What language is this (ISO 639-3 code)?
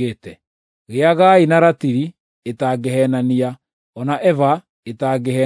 kik